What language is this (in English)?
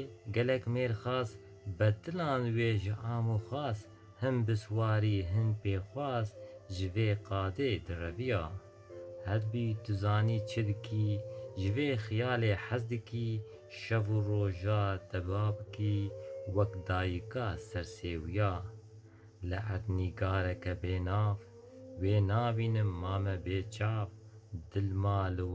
Kurdish